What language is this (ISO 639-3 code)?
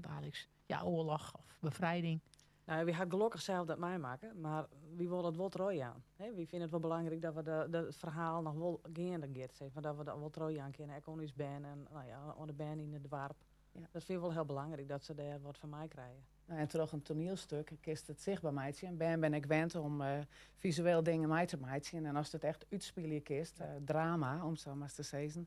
fry